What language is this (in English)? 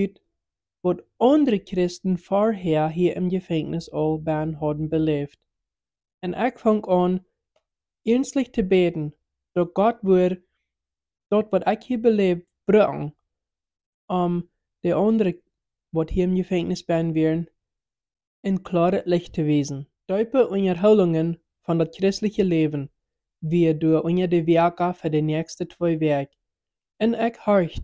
Plautdietsch